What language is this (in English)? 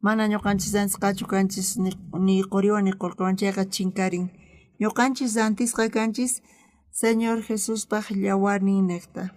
South Bolivian Quechua